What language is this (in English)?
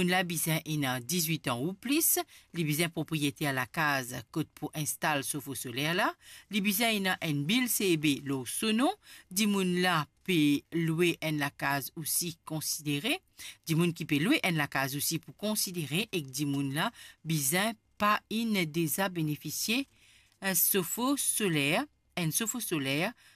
Morisyen